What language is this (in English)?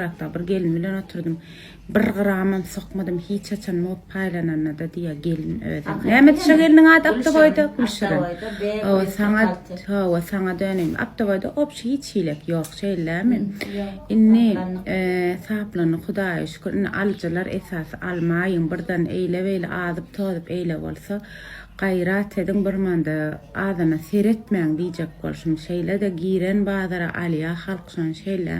Turkmen